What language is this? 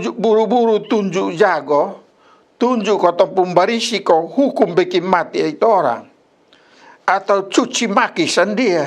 Kupang Malay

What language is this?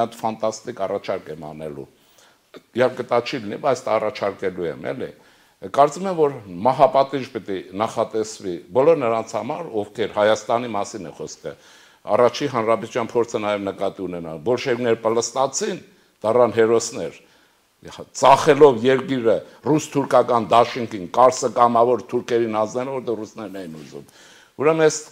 Armenian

